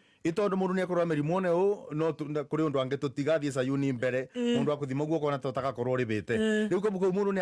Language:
Kikuyu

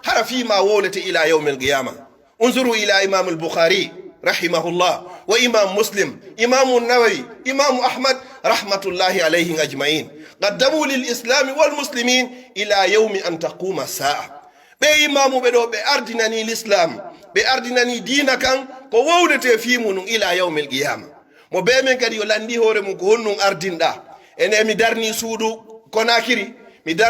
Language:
Pular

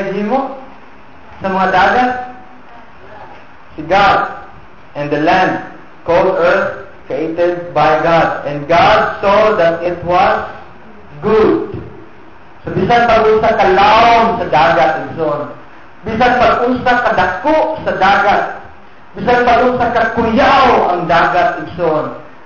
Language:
Cebuano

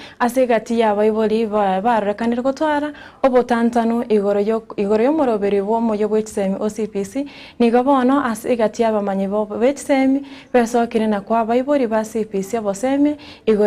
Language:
Gusii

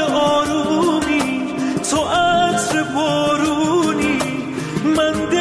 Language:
Persian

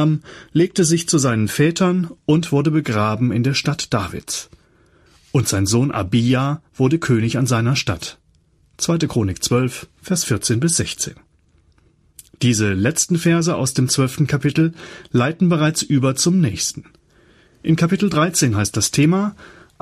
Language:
German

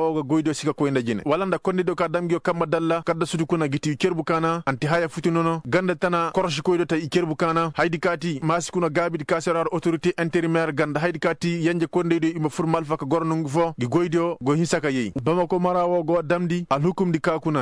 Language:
Koyraboro Senni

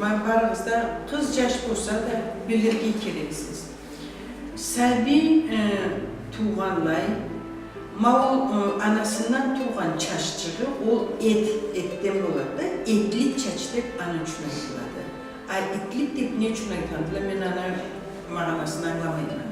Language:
Karachay-Balkar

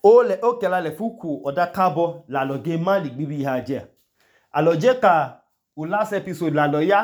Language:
Idoma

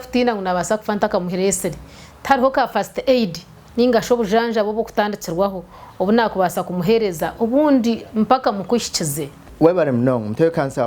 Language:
Nyankole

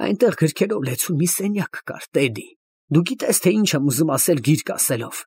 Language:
Armenian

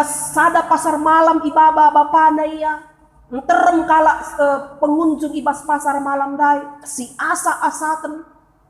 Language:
Batak Karo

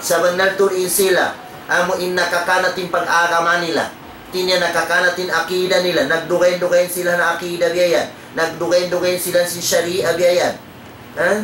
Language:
Tausug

